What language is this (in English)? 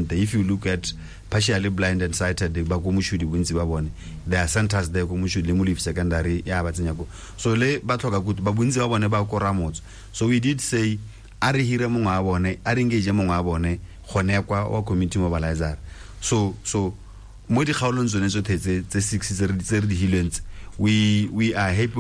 Tswana